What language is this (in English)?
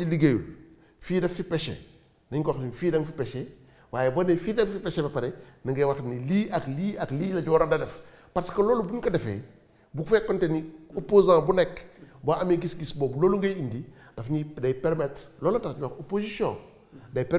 Wolof